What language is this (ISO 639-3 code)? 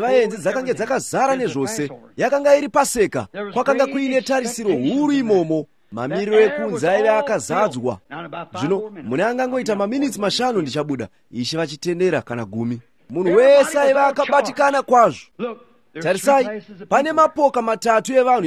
sna